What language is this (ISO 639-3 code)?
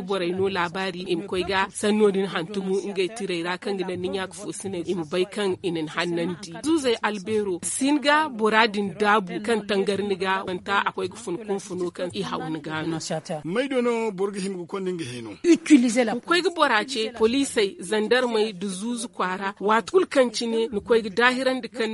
dje